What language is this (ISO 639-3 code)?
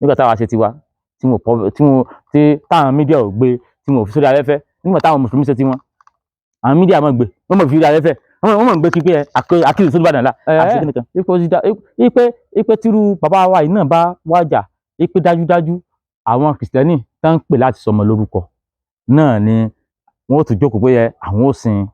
yor